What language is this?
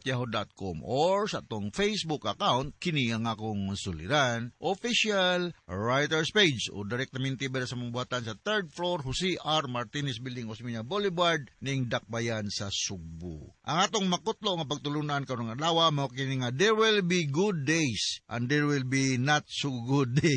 Cebuano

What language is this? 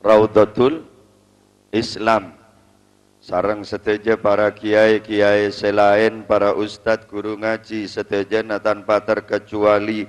Madurese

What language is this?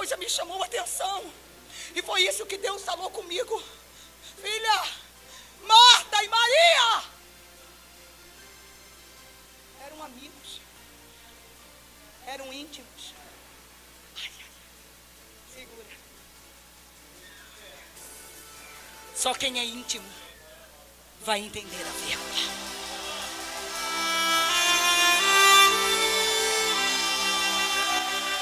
Portuguese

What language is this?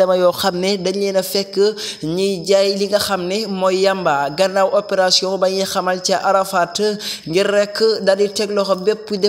Wolof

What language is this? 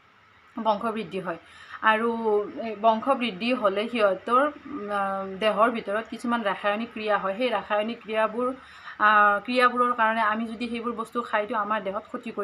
Assamese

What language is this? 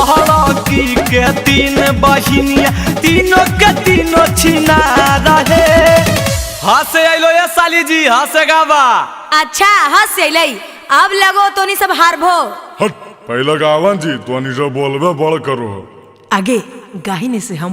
Magahi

